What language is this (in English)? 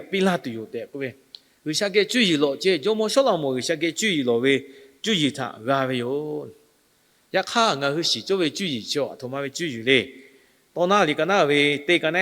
Lahu